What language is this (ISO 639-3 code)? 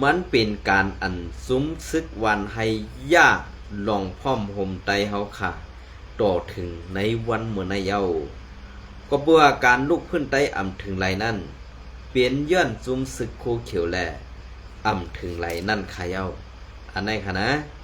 shn